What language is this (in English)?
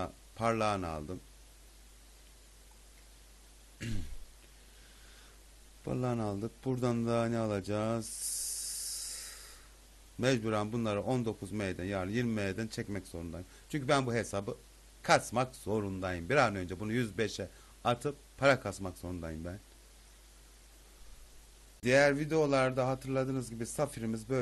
Turkish